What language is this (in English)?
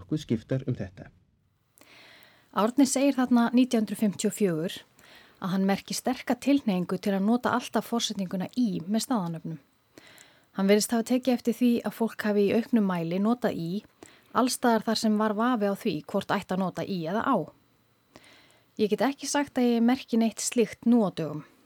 Icelandic